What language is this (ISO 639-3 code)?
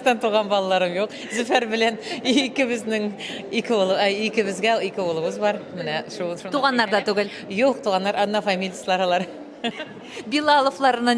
tat